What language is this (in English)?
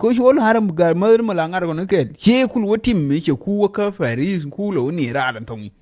Nuer